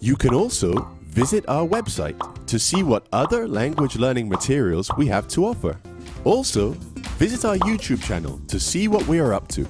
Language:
Tswana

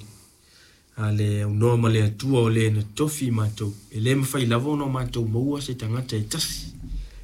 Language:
Samoan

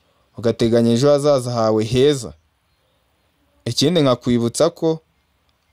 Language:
Kinyarwanda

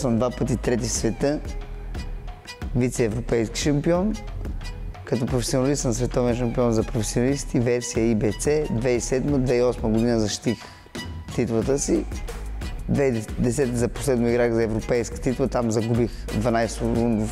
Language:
Bulgarian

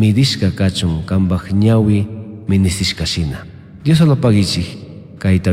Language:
Chimborazo Highland Quichua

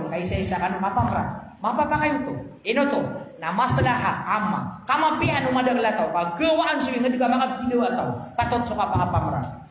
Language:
Maranao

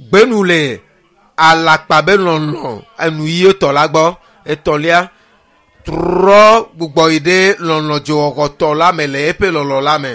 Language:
Ewe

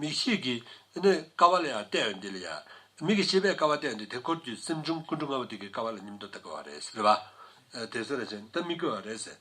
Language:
Tibetan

